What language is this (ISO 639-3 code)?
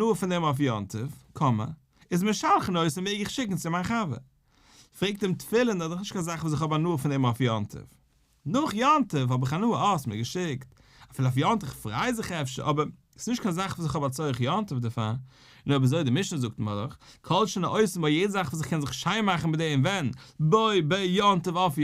yid